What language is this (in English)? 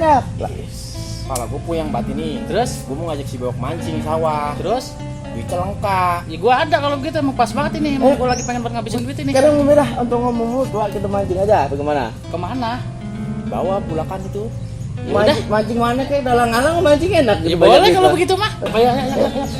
Betawi